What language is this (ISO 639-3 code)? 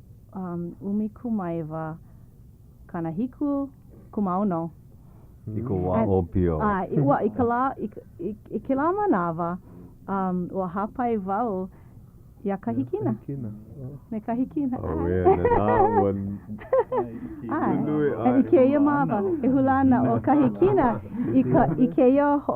haw